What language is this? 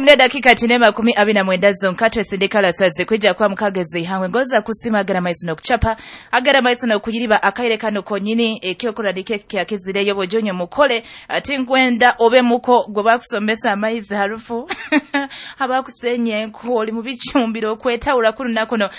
Nyoro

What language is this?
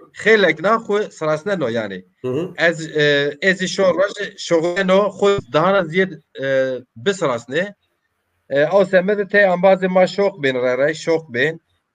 Zaza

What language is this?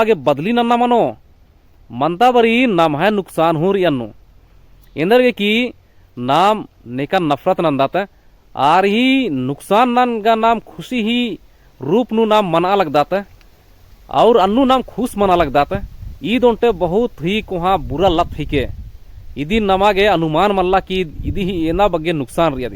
Kurukh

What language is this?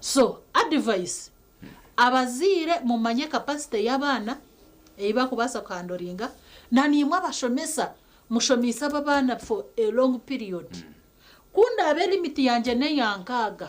Nyankole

